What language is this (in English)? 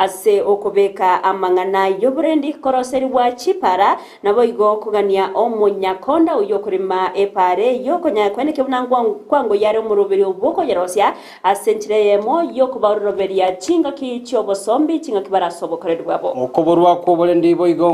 Gusii